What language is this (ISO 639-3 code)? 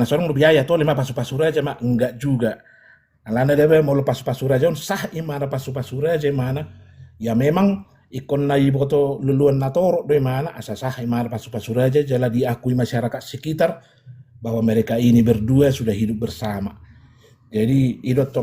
bbc